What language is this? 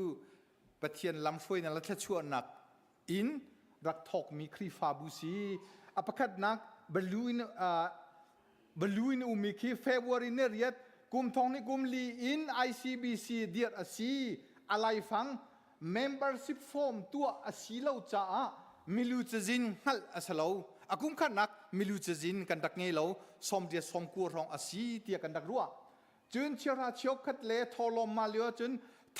Hakha Chin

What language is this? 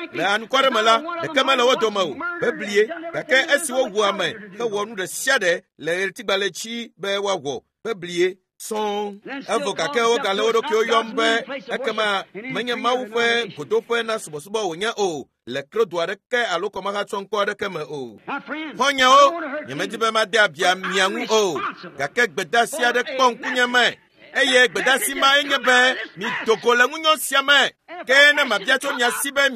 Ewe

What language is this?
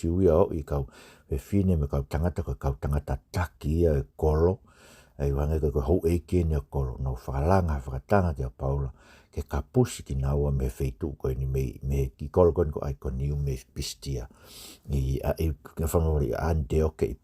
Tongan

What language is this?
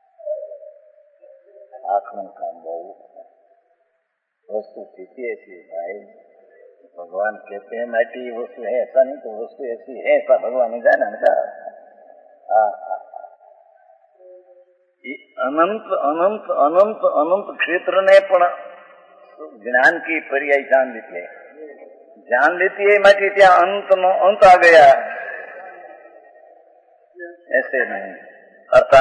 Hindi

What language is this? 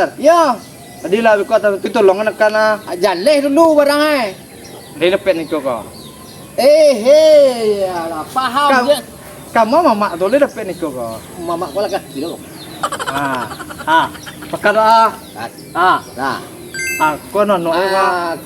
Minangkabau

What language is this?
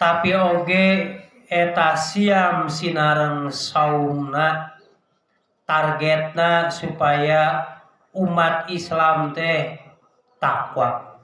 Sundanese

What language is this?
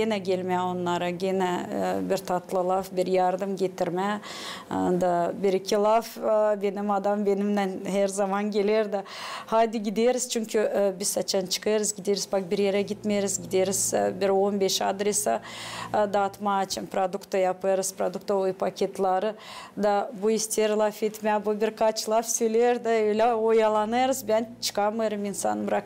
Gagauz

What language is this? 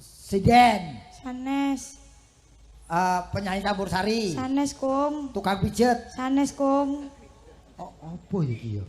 Javanese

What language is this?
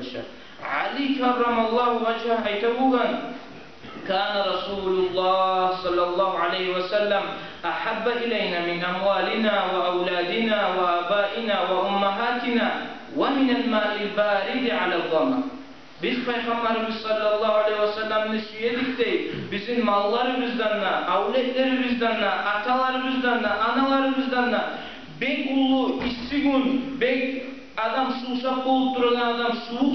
Kumyk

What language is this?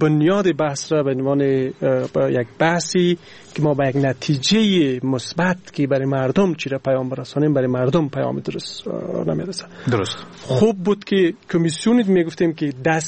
Persian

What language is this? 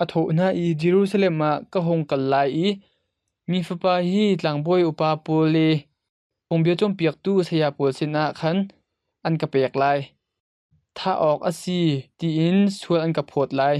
Hakha Chin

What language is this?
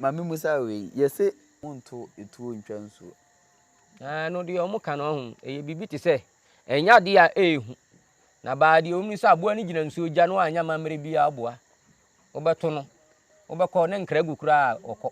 Akan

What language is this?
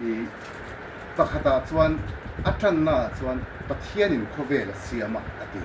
Mizo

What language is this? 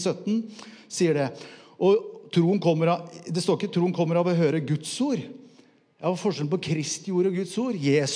Norwegian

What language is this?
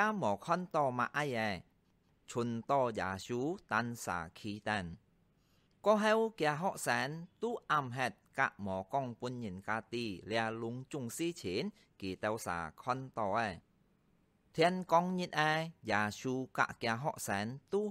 Hakka Chinese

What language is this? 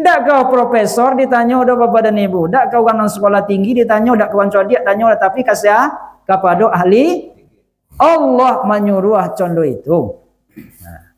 Minangkabau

